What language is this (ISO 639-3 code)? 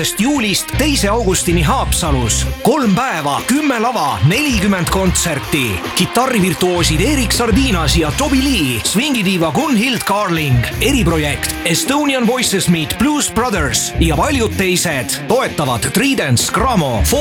est